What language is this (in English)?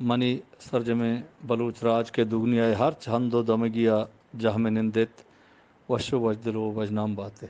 Eastern Balochi